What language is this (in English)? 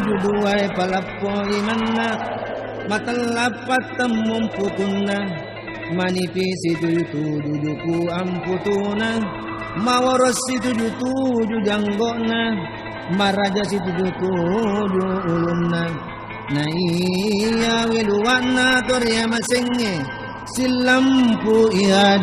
Buginese